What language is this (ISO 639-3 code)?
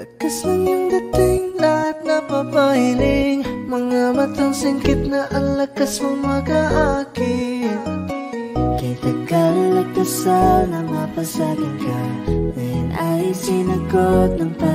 fil